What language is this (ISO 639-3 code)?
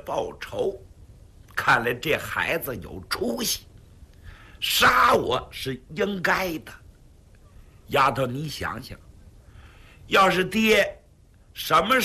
zho